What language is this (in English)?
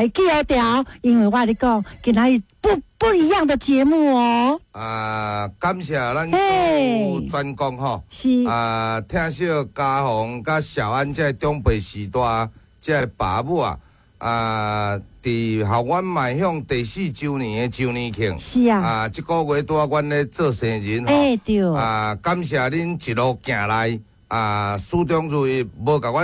Min Nan Chinese